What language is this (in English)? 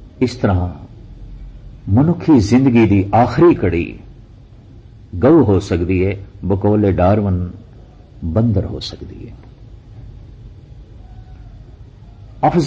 Punjabi